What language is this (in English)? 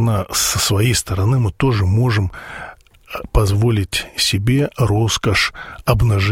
Russian